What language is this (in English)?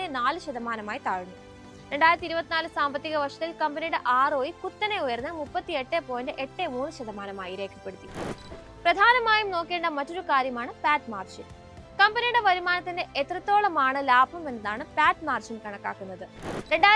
Malayalam